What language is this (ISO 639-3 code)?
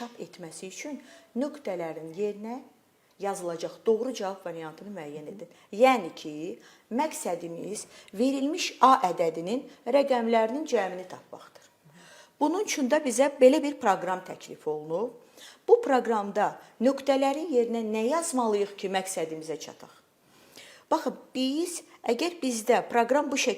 aze